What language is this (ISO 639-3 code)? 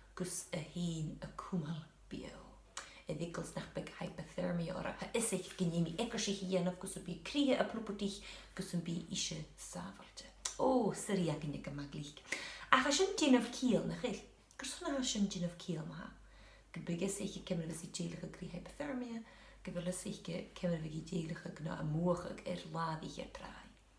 gla